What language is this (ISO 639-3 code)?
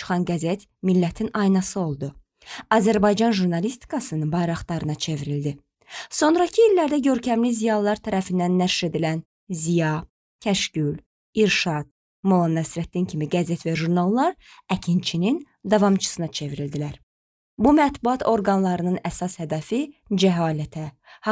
aze